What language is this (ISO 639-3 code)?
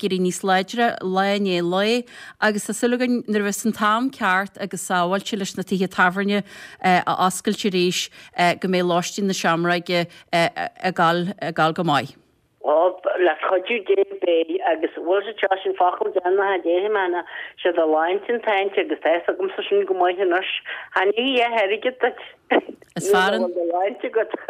gle